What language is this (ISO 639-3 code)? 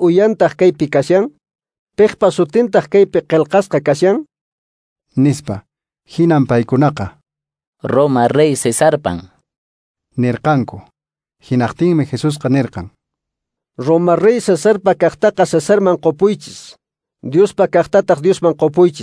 que